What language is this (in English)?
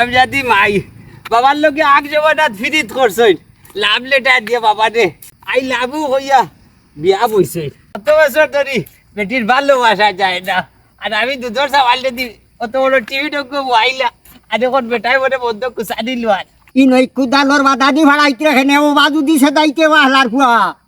Sylheti